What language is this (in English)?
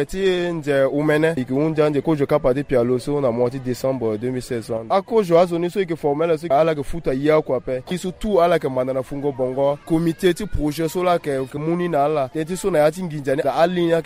Sango